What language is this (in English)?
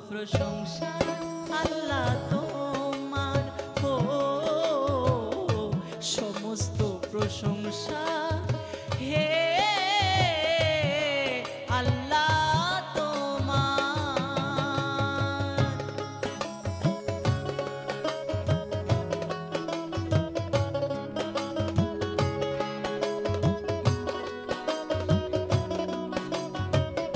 Bangla